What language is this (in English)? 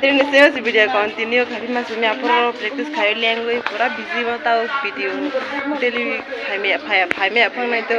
Kok Borok